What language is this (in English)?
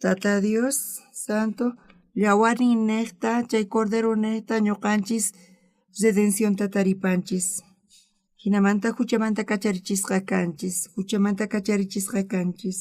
South Bolivian Quechua